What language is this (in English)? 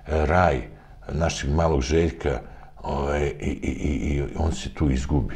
Serbian